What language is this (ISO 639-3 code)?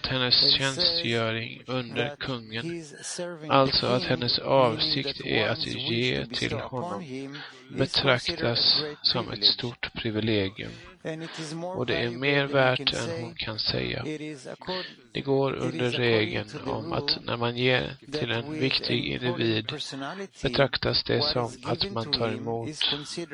swe